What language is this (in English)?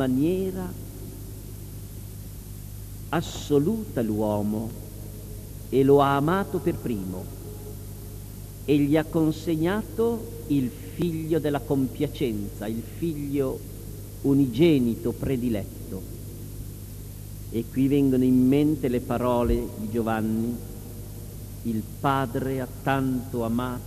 Italian